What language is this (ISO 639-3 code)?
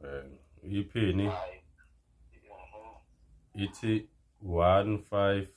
zul